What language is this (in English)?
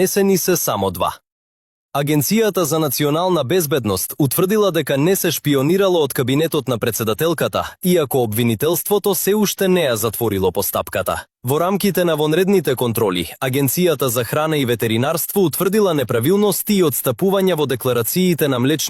Macedonian